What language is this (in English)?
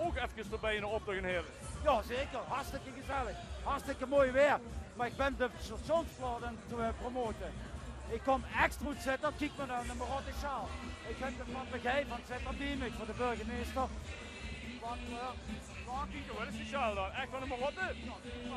Limburgish